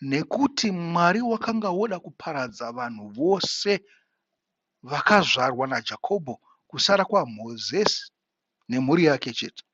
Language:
Shona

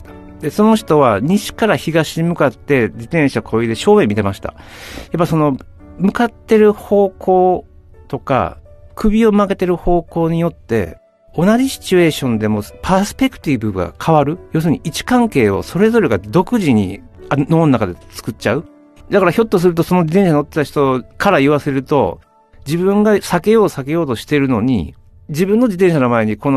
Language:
Japanese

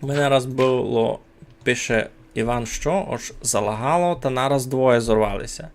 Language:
Rusyn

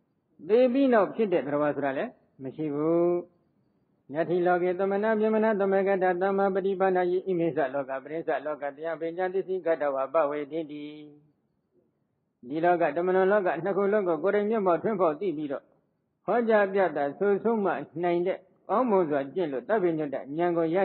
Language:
Burmese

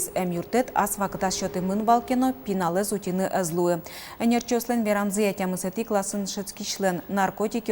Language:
Udmurt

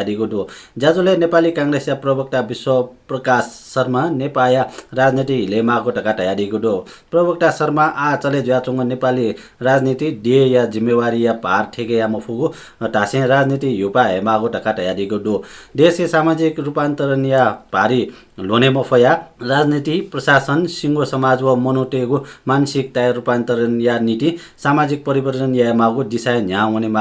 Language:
Newari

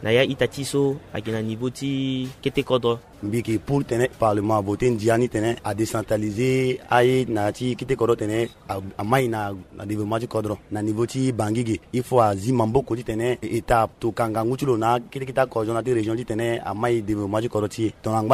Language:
Sango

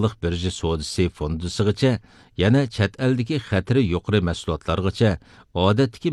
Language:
Uyghur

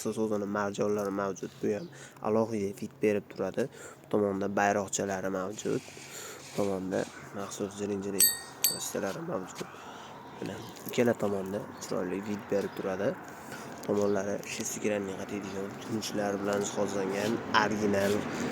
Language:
Uzbek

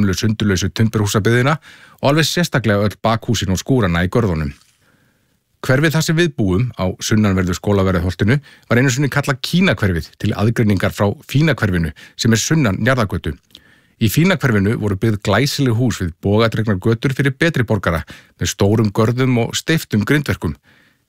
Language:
Icelandic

